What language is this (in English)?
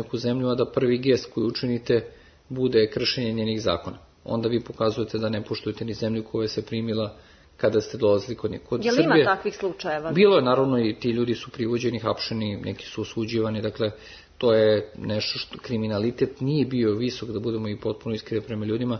Serbian